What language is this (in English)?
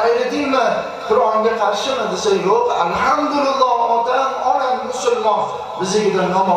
Uzbek